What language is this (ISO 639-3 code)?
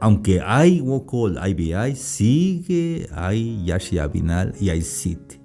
tzh